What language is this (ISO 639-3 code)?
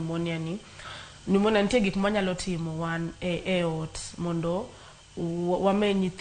luo